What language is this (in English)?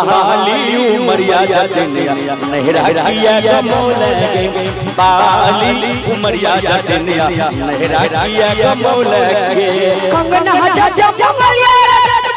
Maithili